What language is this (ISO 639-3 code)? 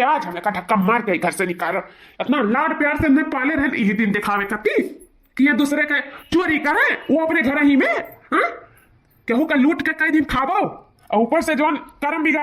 awa